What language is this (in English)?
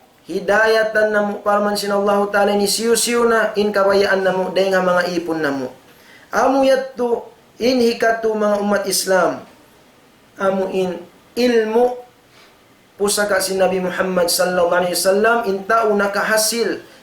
Tausug